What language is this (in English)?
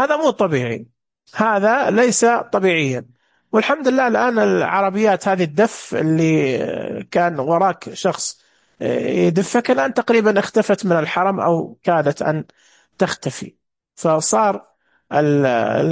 Najdi Arabic